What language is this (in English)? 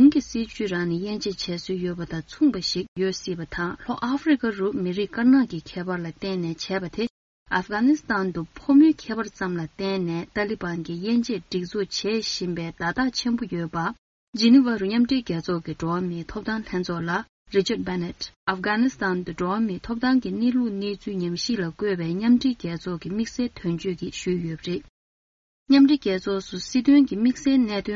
Tibetan